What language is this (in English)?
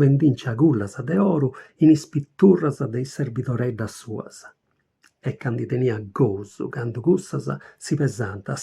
Sardinian